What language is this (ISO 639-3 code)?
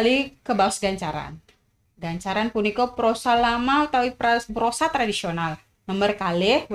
ban